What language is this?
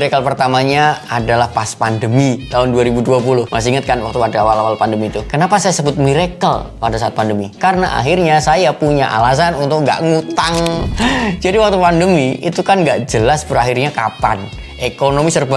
Indonesian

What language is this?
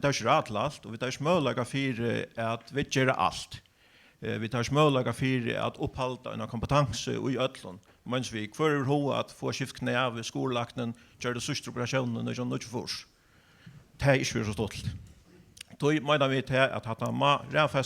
Faroese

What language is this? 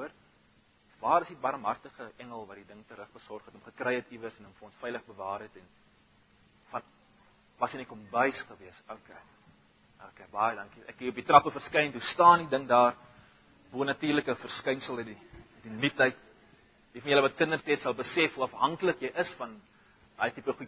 Afrikaans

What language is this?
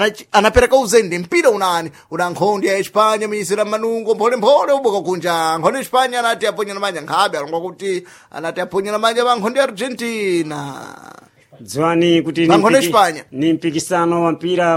Sena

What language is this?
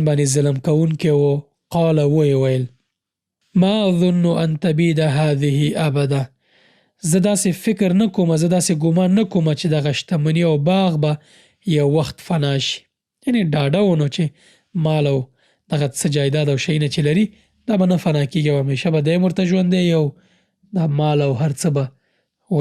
Pashto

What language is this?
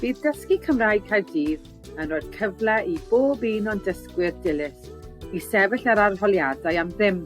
Welsh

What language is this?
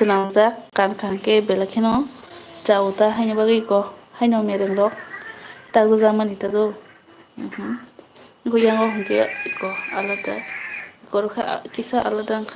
Kok Borok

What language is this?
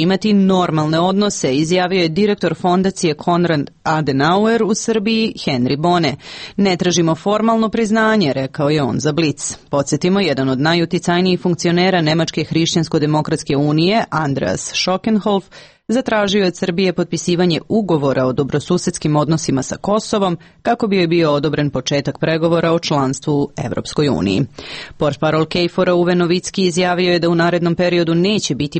Serbian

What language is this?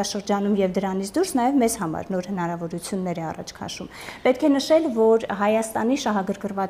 Armenian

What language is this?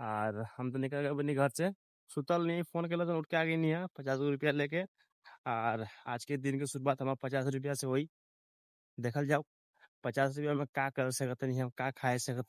Bhojpuri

